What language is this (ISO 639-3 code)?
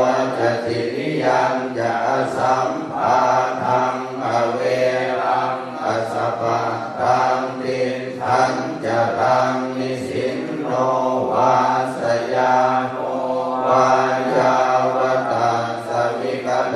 pli